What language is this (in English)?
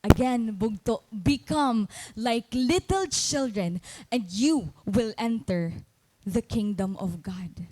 Waray